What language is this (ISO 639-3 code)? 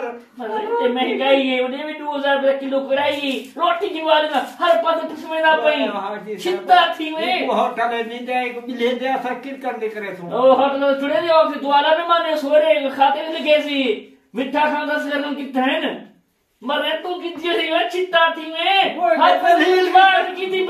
skr